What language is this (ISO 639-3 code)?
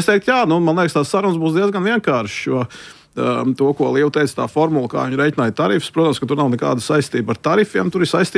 lav